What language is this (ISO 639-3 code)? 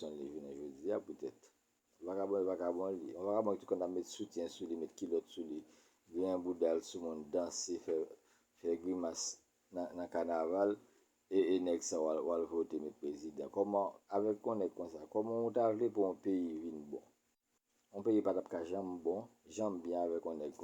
hat